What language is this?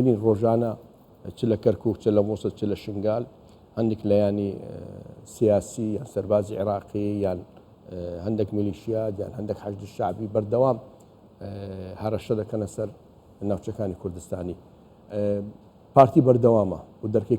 Central Kurdish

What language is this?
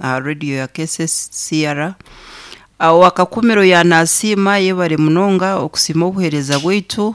Nyankole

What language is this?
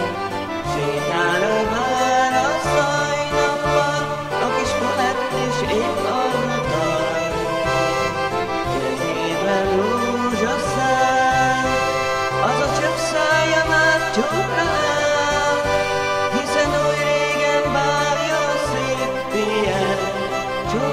Hungarian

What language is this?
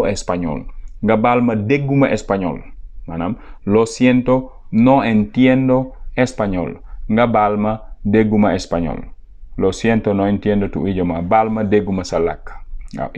Wolof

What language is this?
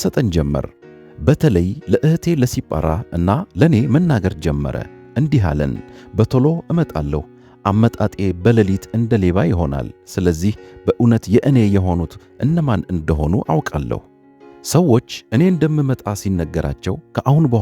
Amharic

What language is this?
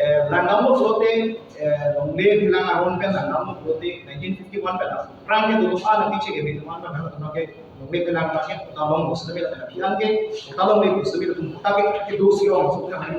Karbi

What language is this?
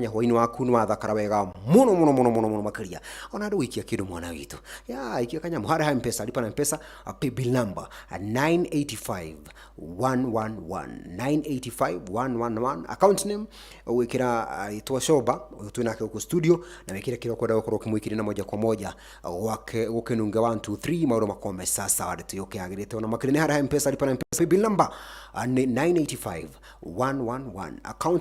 Kikuyu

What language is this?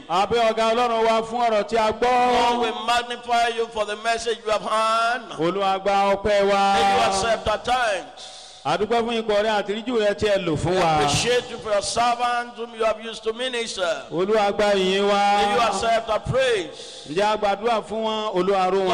Yoruba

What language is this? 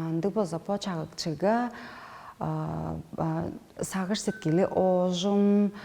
Tuvinian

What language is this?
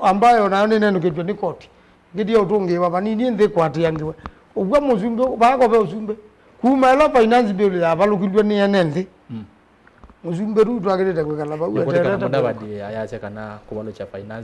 Kamba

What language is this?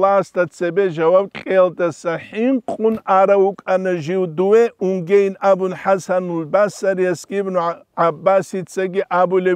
Avaric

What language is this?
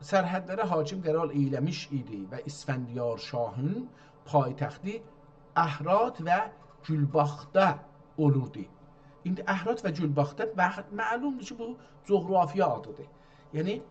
South Azerbaijani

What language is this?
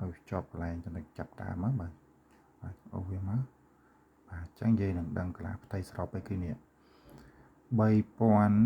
Khmer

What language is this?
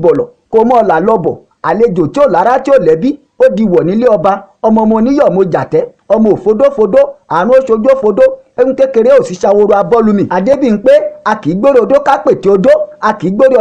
Yoruba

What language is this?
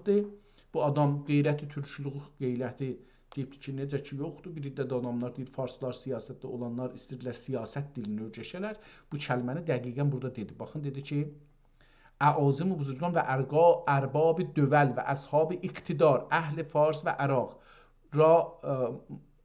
South Azerbaijani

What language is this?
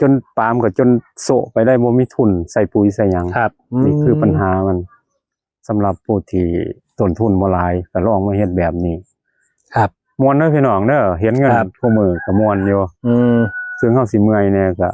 Northeastern Thai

